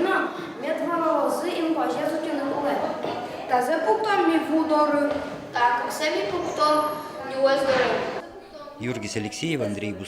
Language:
Udmurt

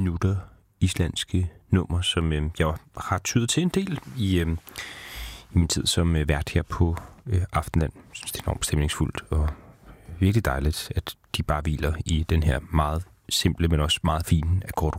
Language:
Danish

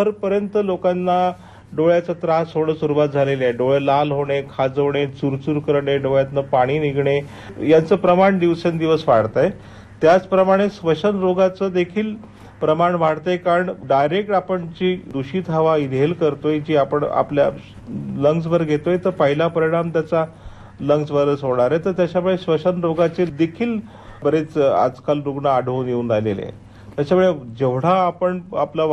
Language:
Marathi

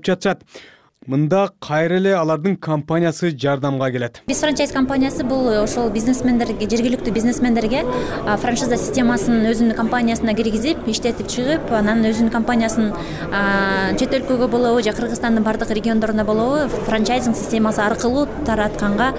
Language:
Kyrgyz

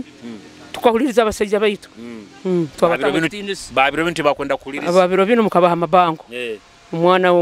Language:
Nyoro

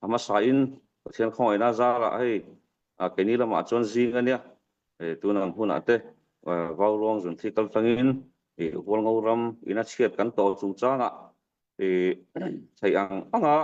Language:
Mizo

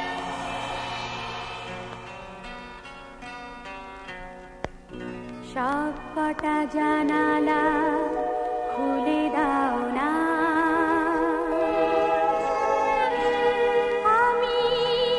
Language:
Bangla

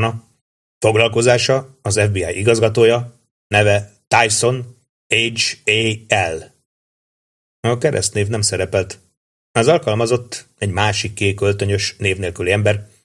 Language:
Hungarian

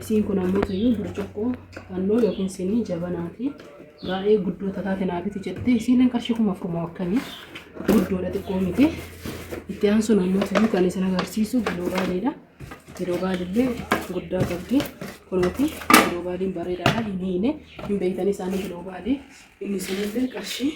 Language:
Oromo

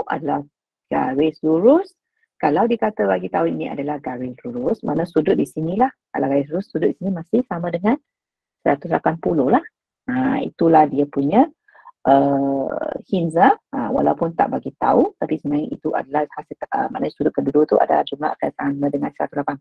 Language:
Malay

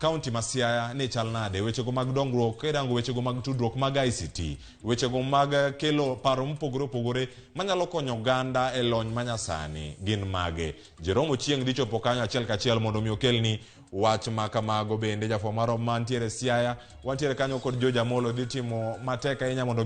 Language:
Luo (Kenya and Tanzania)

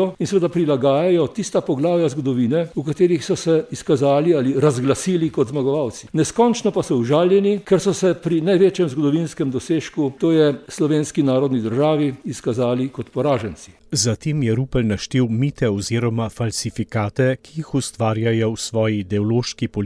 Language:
Slovenian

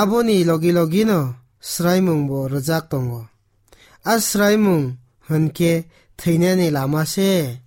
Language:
Kok Borok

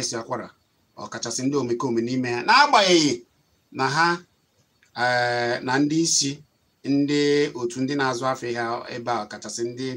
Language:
Igbo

